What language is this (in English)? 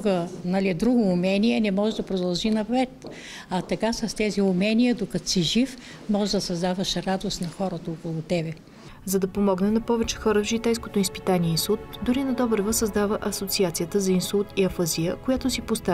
Bulgarian